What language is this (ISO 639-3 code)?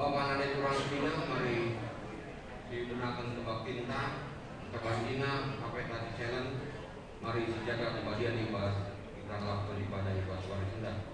btx